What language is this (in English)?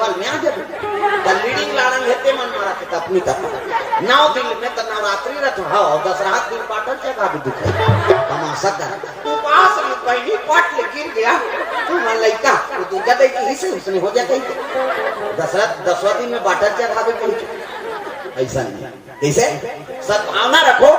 Chhattisgarhi